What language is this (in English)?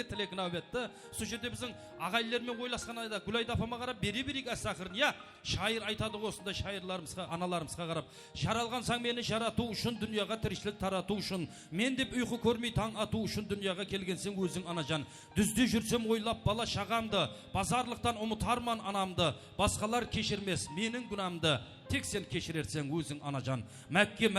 Kara-Kalpak